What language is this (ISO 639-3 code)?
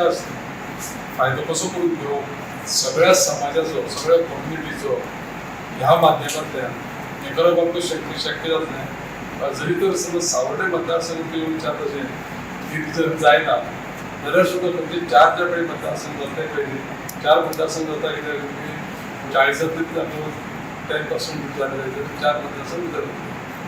kok